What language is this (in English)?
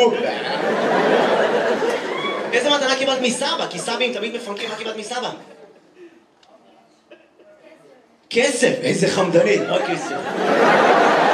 Hebrew